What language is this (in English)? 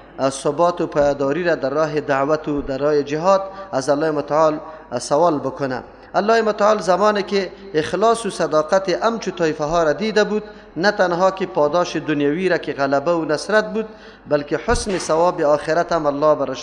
Persian